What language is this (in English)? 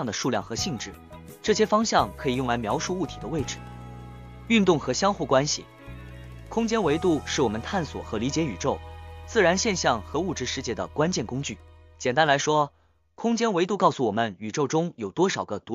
Chinese